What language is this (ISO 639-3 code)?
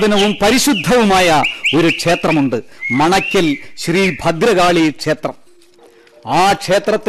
mal